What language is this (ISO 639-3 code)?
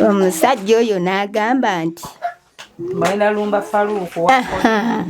lug